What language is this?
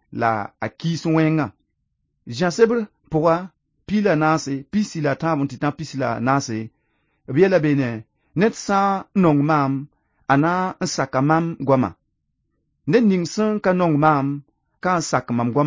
Mossi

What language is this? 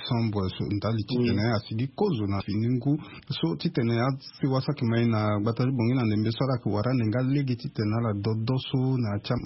Sango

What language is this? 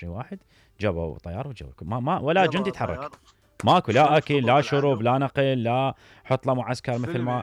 Mesopotamian Arabic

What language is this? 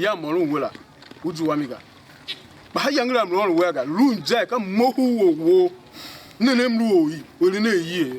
Tiv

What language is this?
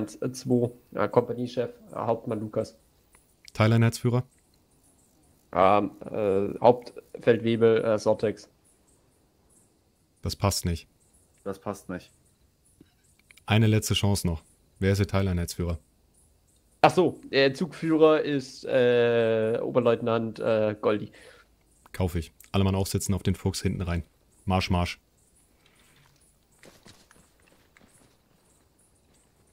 German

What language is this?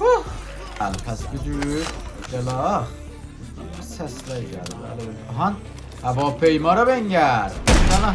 South Azerbaijani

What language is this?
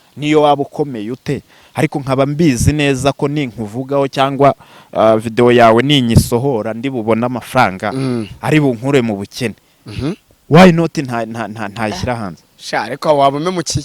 Kinyarwanda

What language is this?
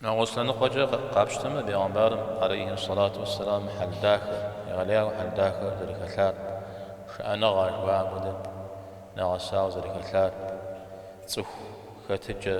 Kabardian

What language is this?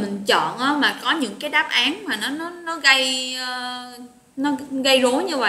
Vietnamese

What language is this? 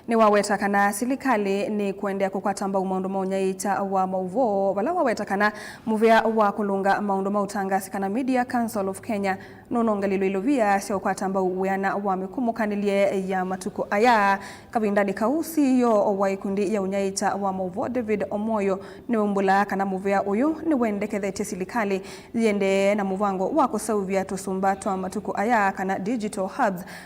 Kamba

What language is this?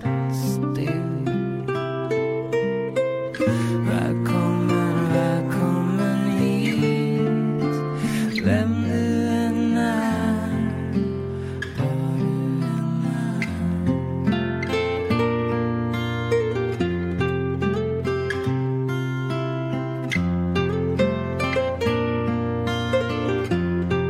Swedish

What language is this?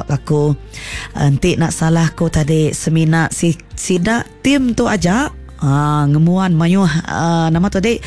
Iban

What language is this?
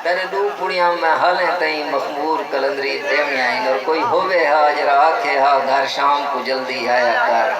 Saraiki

